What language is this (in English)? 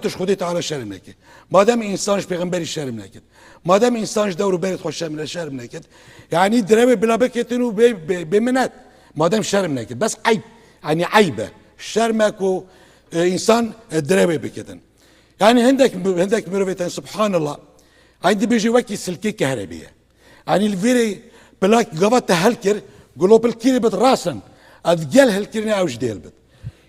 Kurdish